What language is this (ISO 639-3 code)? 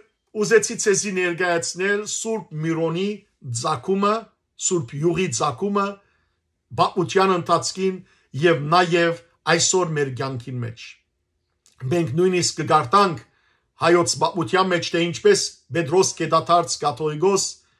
hyw